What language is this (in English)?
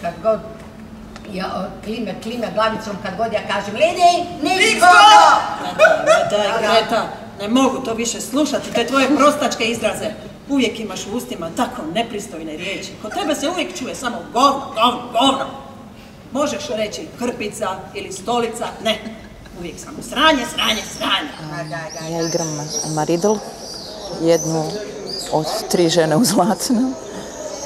Croatian